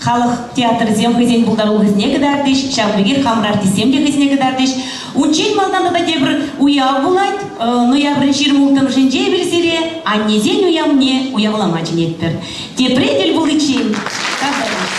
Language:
Chuvash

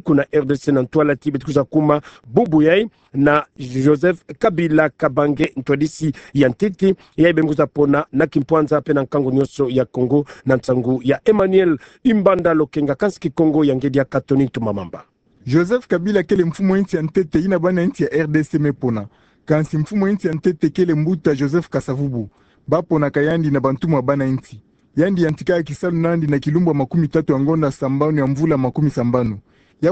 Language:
Kituba (Democratic Republic of Congo)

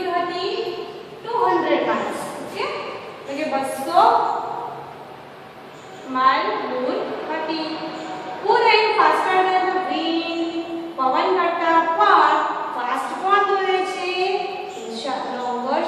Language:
Gujarati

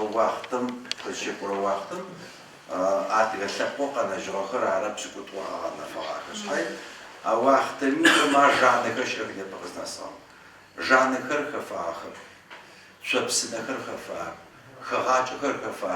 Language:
Adyghe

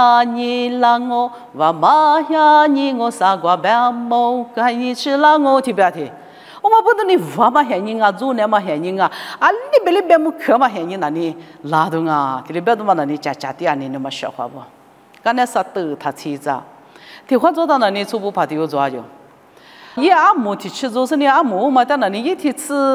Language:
Lisu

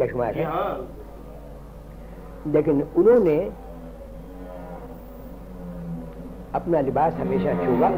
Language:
Urdu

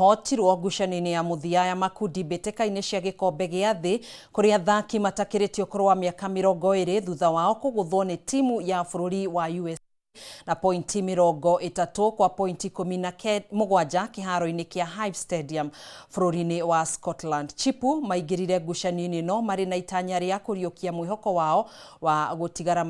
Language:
Kikuyu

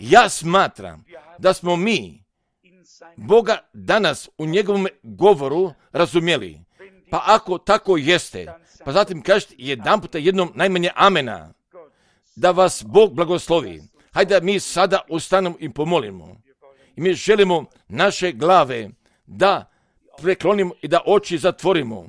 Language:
Serbian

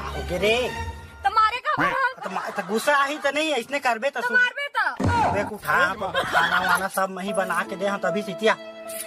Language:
Chhattisgarhi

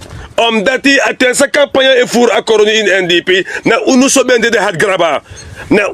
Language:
Sranan Tongo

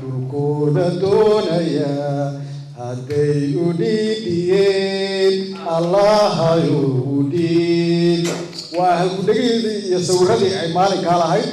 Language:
Somali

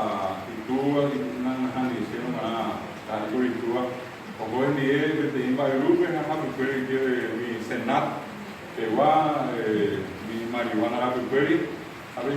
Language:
Guarani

